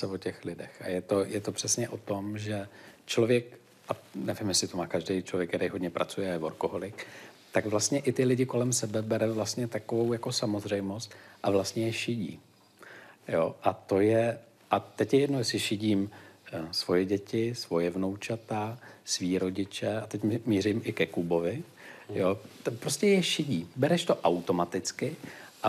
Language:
Czech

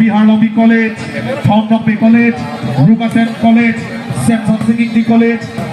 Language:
Karbi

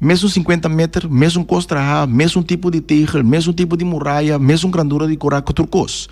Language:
Papiamento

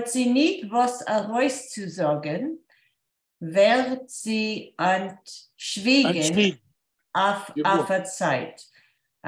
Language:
Yiddish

